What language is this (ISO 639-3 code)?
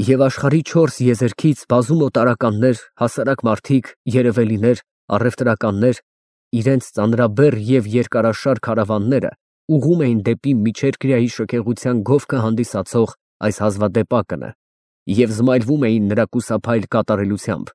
hye